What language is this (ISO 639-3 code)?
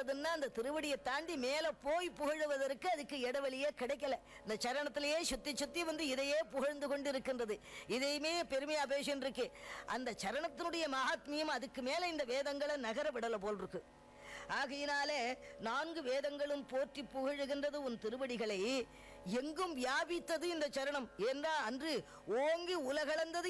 tam